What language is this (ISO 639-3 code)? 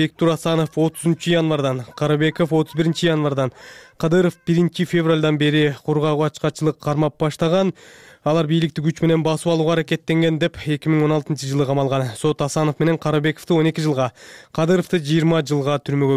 kir